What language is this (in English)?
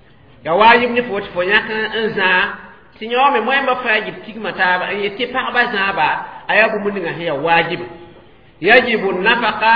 Mossi